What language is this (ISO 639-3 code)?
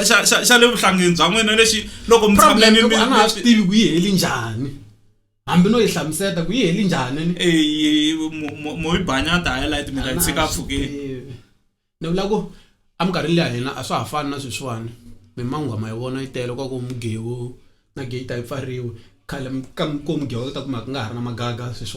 tso